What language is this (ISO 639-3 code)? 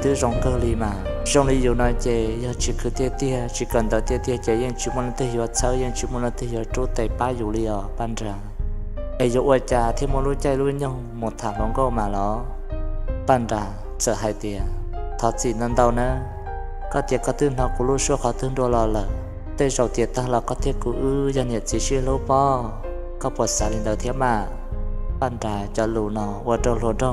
hmn